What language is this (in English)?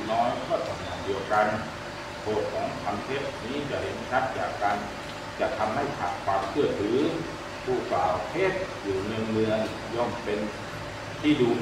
Thai